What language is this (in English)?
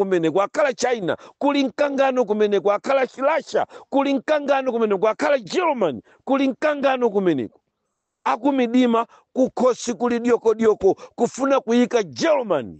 Nyanja